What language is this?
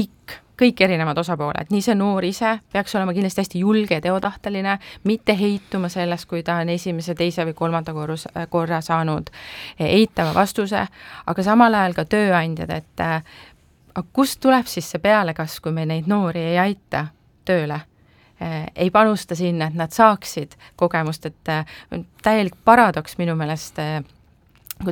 Estonian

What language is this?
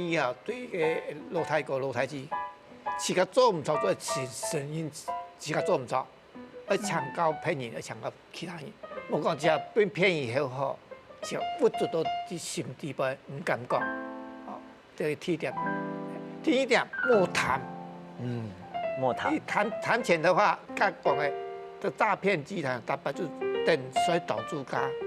Hakka Chinese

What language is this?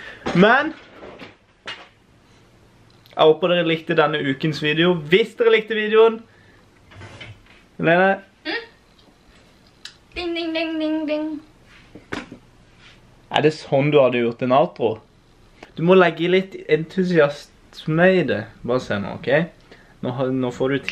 Norwegian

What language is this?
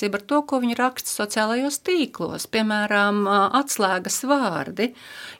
Latvian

